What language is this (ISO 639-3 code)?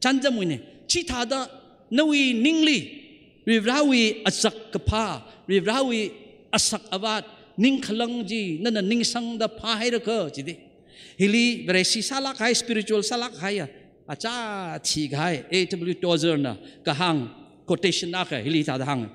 nmf